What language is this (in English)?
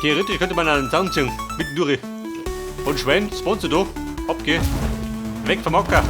Bavarian